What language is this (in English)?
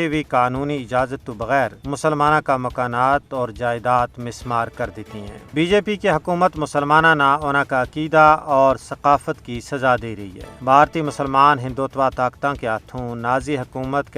Gujari